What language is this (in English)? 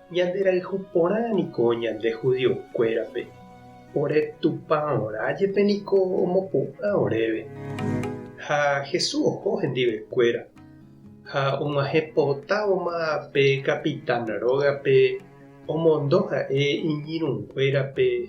Guarani